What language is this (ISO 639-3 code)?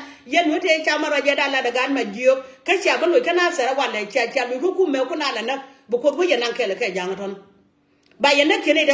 nus